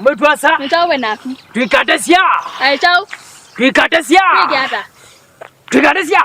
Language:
Kamba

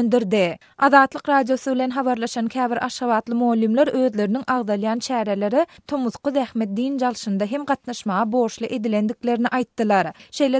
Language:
Turkmen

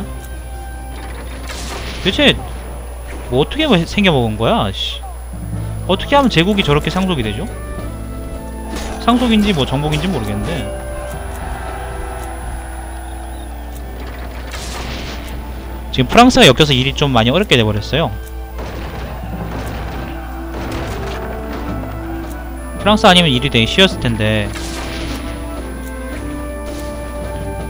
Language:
Korean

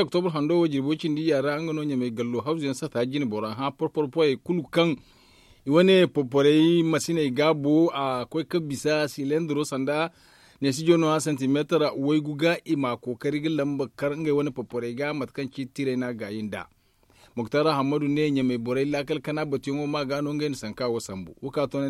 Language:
Zarma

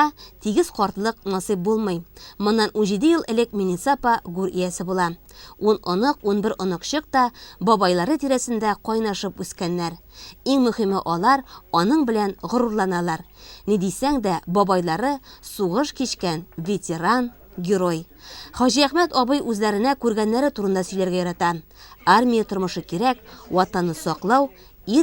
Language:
Tatar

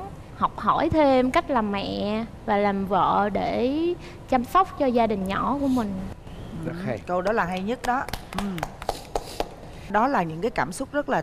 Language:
Vietnamese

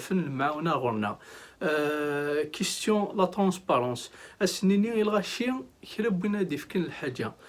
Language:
Kabyle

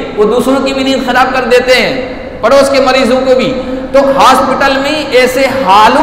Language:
Urdu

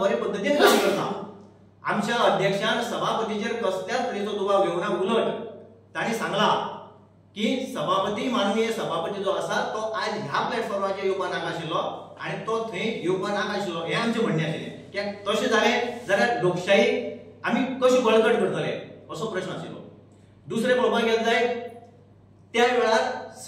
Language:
Konkani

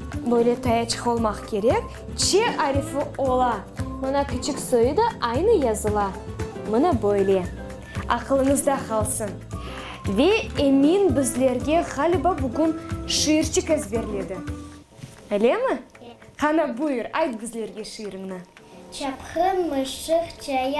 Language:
Crimean Tatar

